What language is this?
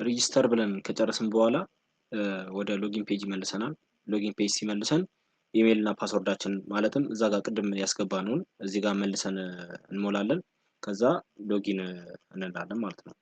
Amharic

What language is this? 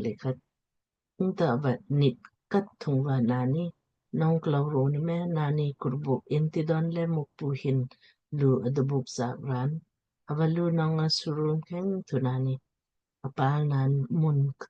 Lamkang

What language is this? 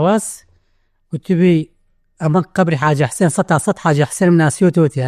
Central Kurdish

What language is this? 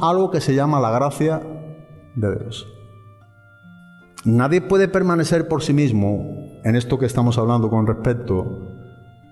Spanish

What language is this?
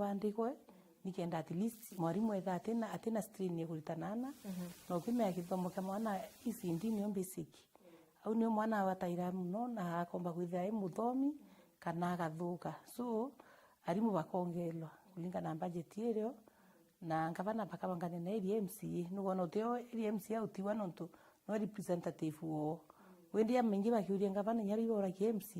Meru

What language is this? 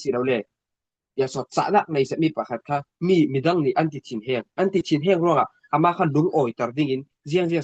Falam Chin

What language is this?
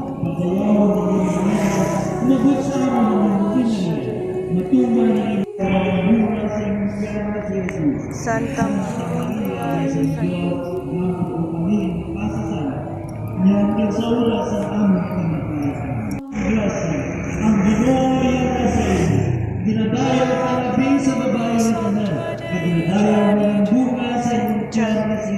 Hiligaynon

